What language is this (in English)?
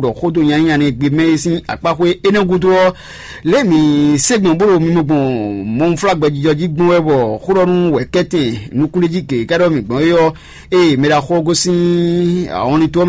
Fon